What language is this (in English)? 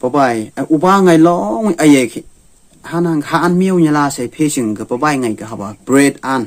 Phom Naga